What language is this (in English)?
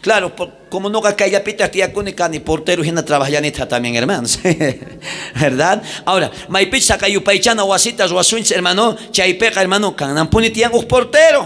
South Bolivian Quechua